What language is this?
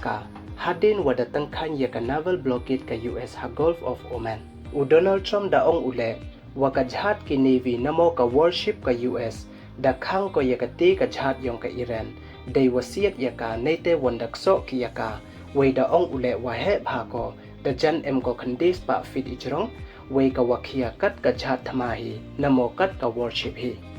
Pnar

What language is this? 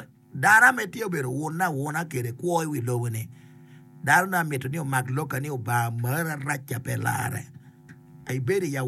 Acoli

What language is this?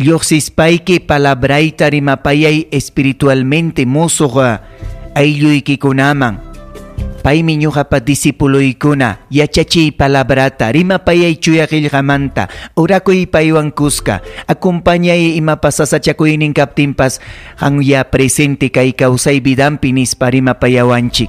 Ayacucho Quechua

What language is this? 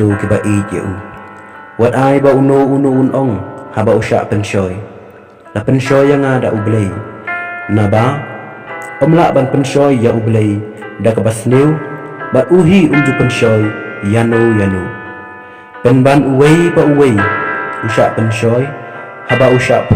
Khasi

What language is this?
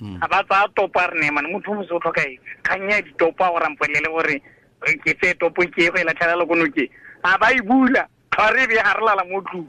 Tswana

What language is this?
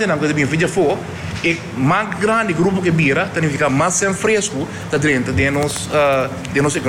Papiamento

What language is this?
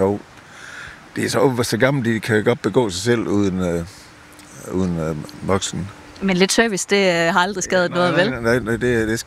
Danish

